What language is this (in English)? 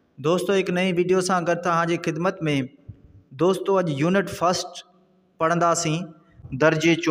Sindhi